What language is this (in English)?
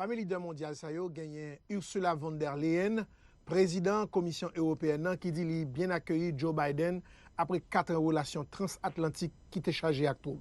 Haitian Creole